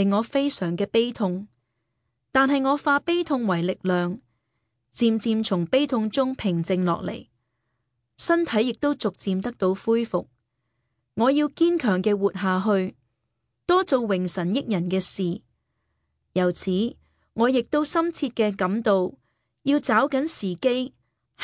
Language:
Cantonese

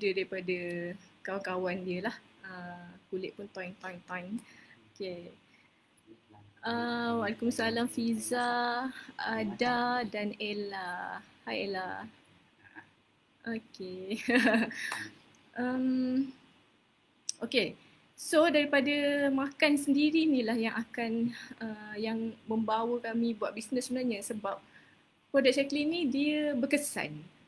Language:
Malay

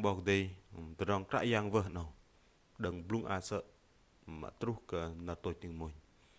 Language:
Bahnar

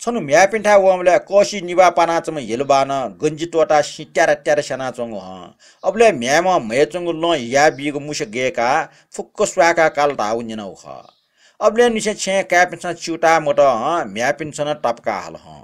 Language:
Newari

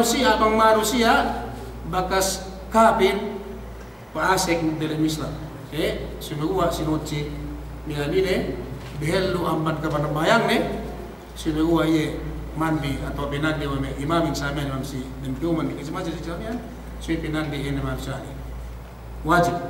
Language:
Yakan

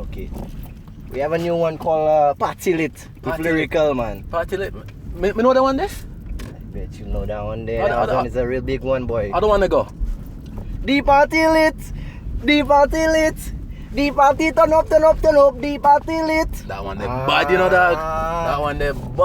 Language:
Jamaican Creole English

